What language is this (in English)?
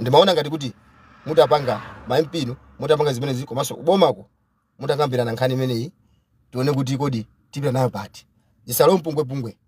Nyanja